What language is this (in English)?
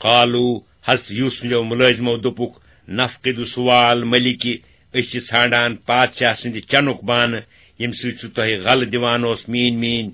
Kashmiri